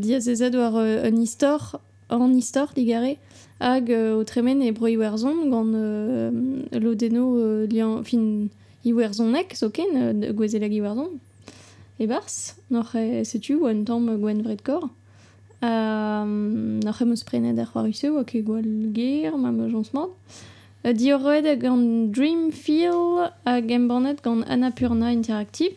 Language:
Breton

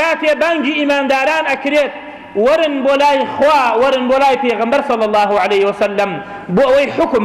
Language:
Central Kurdish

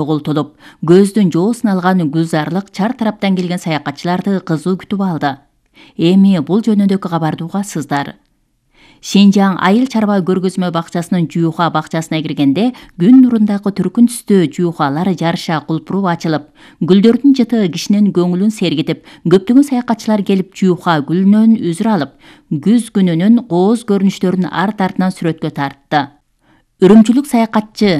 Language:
Kyrgyz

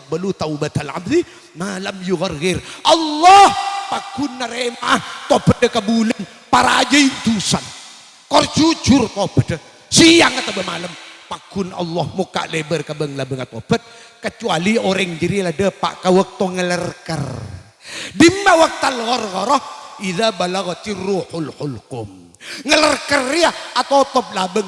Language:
Madurese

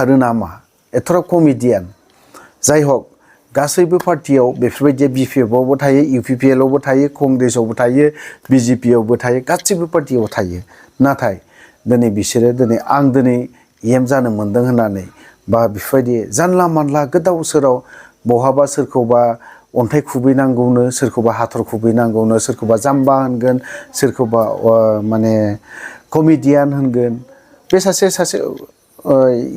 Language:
Bodo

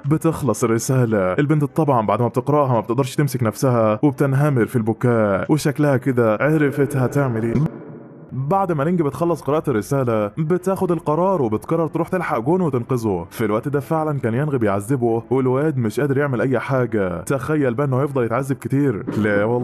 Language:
Egyptian Arabic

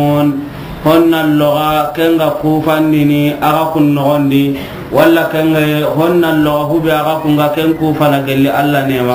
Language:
Soninke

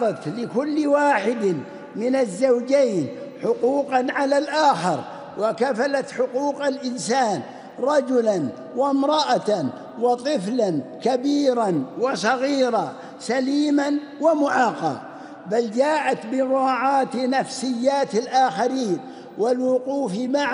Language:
Arabic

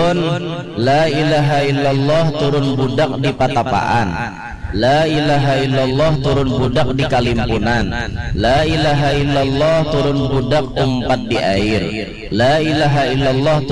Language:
Banjar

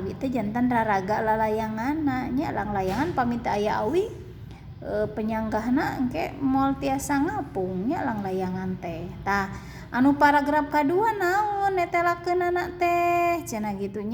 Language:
Sundanese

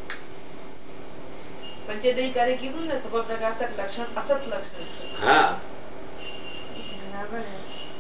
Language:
Gujarati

